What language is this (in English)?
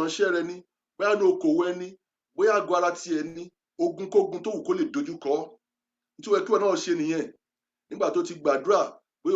Yoruba